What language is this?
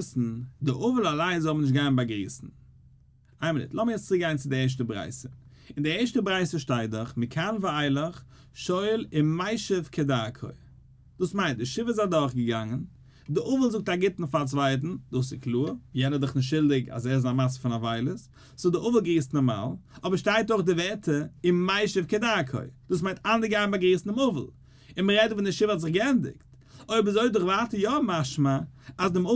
Yiddish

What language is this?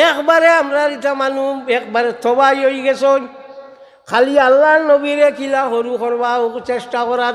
Sylheti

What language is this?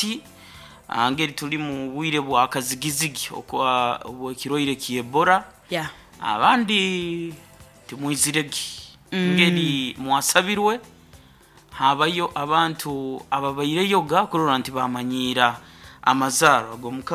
Nyoro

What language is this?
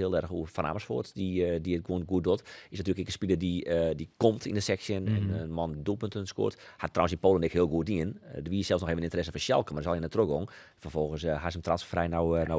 Western Frisian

